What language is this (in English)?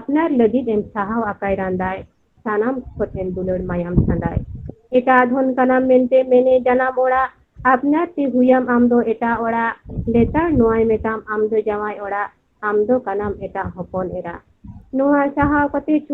Santali